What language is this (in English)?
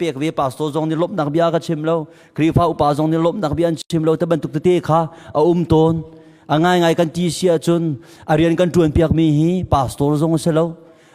Hakha Chin